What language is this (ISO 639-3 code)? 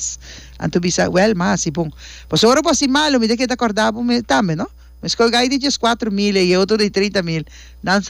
pap